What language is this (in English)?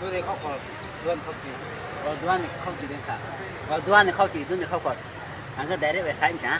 Riang (India)